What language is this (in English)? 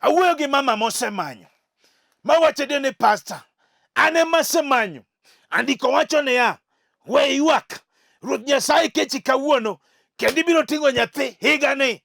Luo (Kenya and Tanzania)